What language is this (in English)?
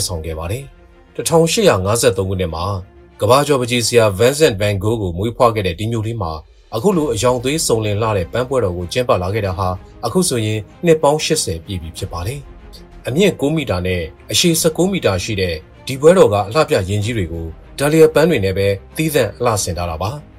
Burmese